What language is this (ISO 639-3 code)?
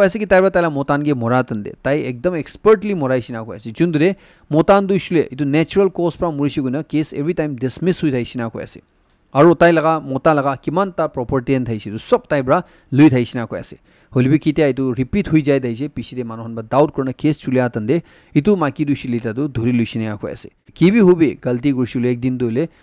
nag